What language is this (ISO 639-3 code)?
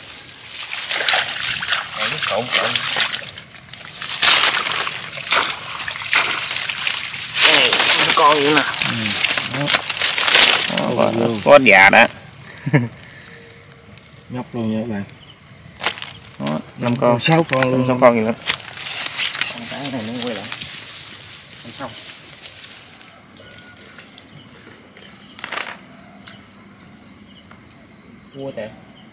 vie